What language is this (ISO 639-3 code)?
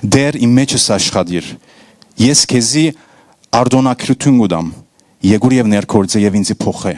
hyw